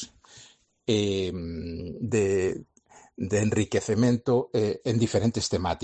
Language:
Galician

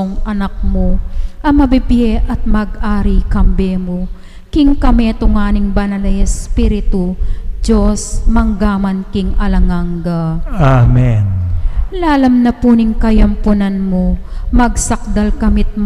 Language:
Pampanga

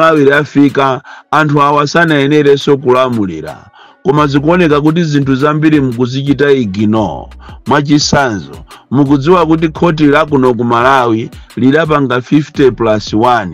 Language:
Nyanja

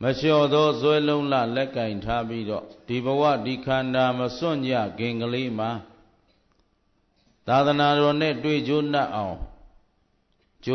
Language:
Burmese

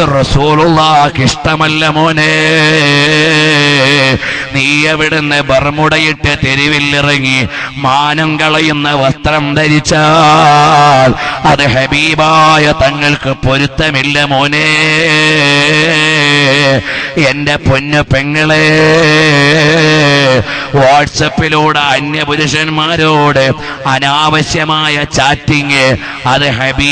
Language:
Malayalam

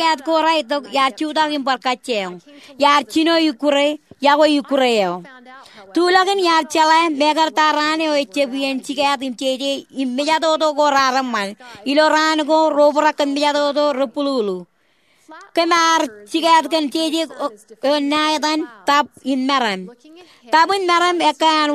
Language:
Marshallese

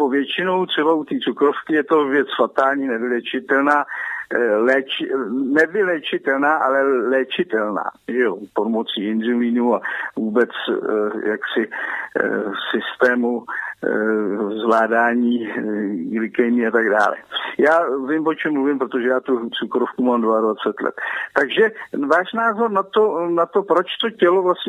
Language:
Czech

